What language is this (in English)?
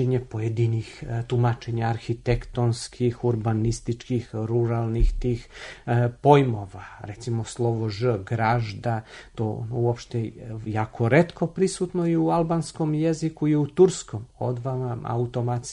Serbian